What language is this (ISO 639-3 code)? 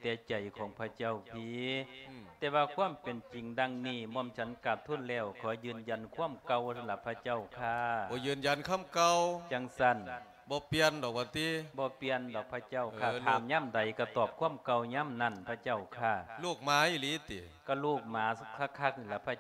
lao